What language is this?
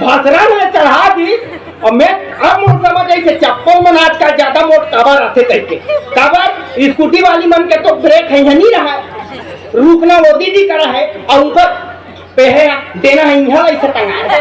Chhattisgarhi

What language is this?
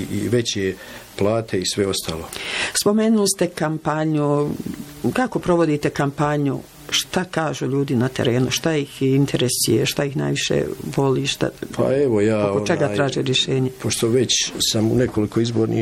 Bosnian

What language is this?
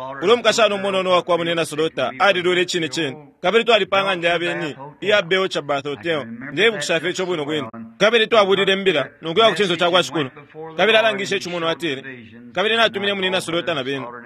Bemba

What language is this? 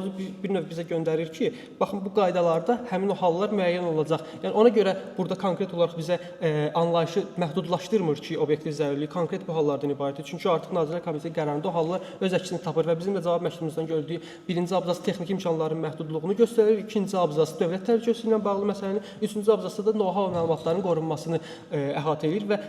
Azerbaijani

